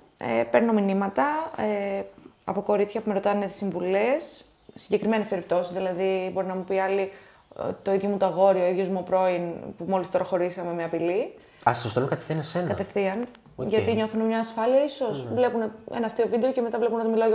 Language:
Greek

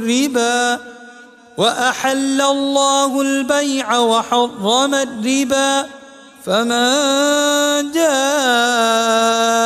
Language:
Arabic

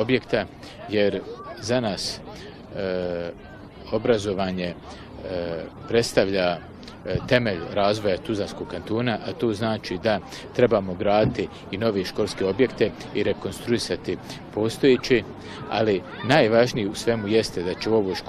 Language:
Bosnian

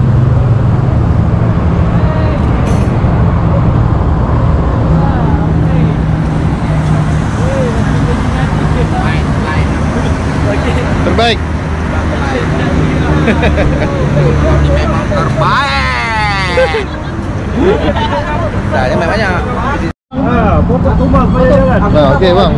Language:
Malay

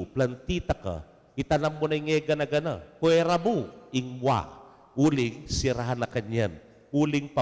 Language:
Pampanga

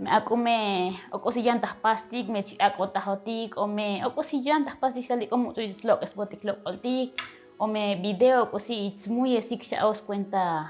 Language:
Tzotzil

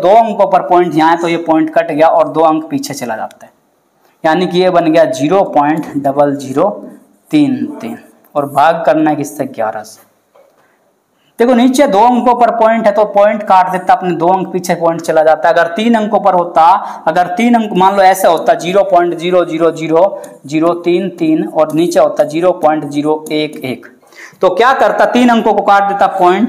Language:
Hindi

